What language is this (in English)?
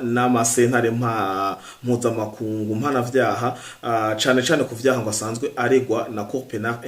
Rundi